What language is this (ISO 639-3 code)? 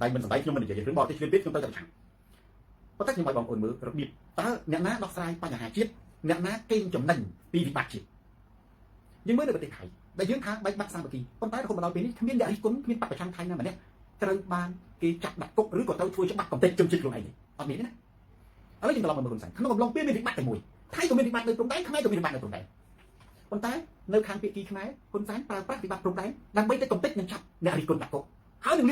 khm